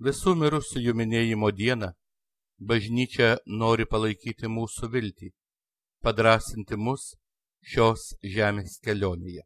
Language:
Lithuanian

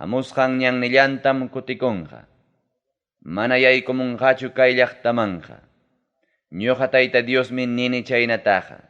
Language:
Ayacucho Quechua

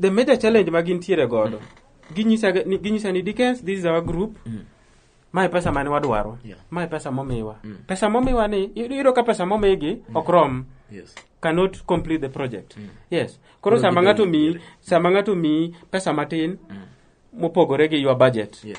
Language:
Luo (Kenya and Tanzania)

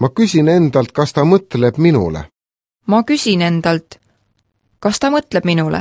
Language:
Estonian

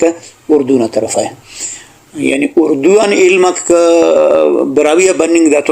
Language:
Brahui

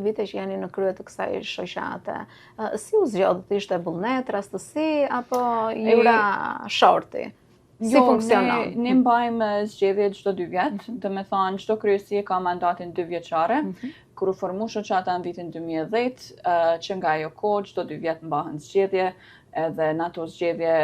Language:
Albanian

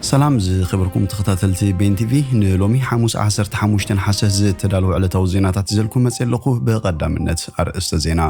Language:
Tigrinya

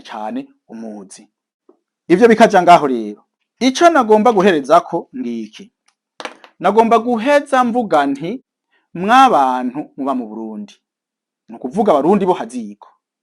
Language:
Rundi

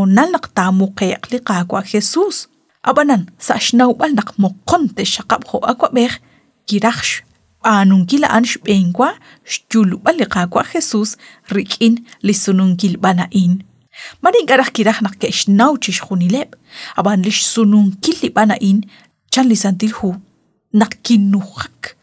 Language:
Kekchí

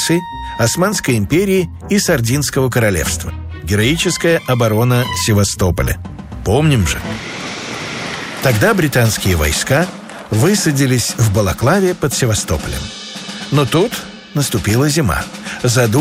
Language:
Russian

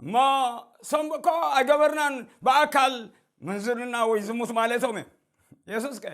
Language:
Tigrinya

